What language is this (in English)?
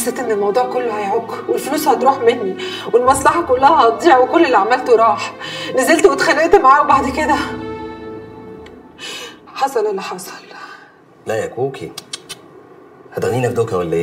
Egyptian Arabic